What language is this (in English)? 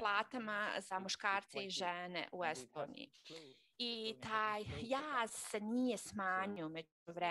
Croatian